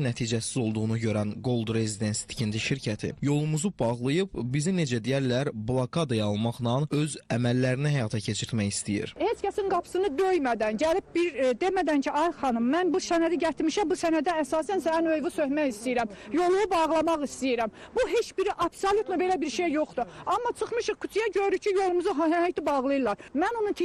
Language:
Azerbaijani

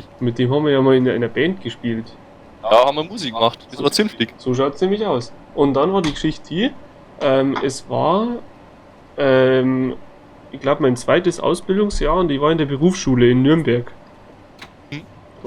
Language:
Bavarian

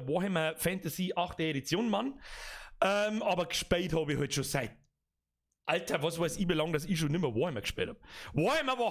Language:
Bavarian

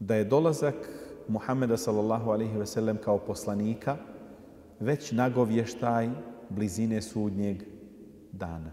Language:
Bosnian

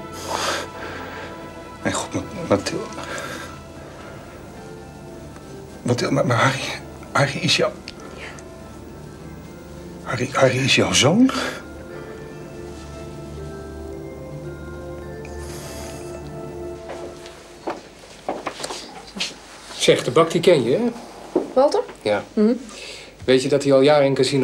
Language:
Dutch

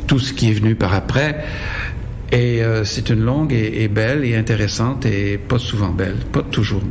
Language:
French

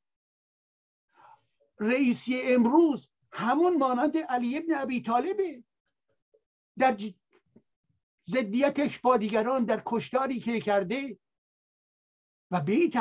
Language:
Persian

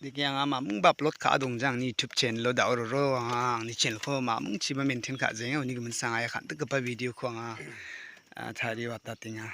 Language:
Garo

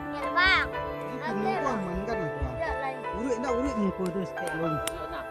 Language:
Minangkabau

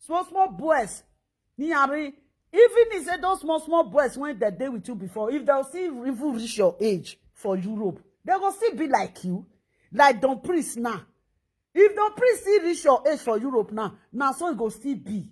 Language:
Nigerian Pidgin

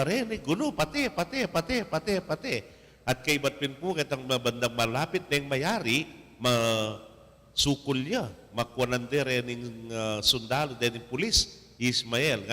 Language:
Pampanga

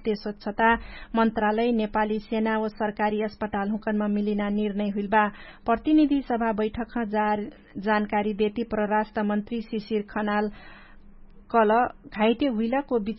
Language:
Dangaura Tharu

